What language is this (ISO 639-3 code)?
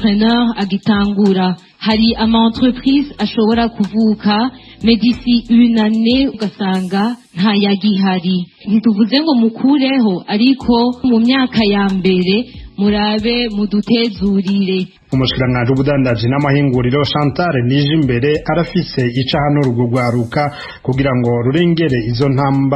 run